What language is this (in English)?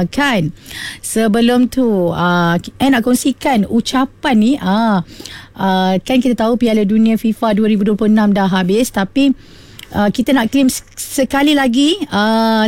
Malay